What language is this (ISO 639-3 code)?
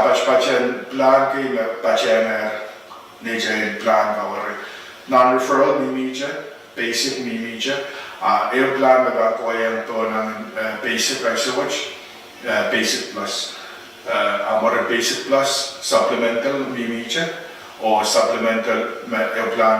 pon